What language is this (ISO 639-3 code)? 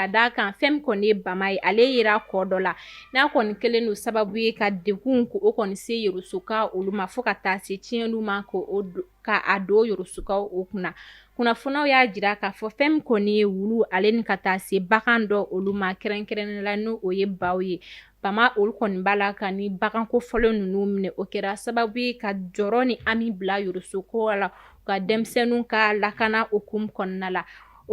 bam